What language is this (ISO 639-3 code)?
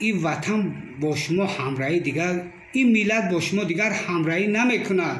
tgk